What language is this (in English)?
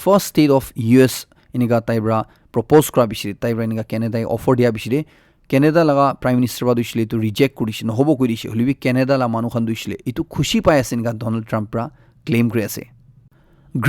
Naga Pidgin